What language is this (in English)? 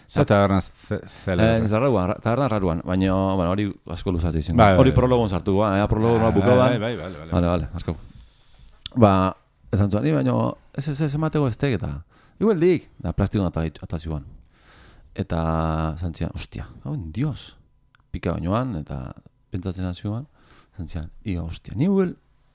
Basque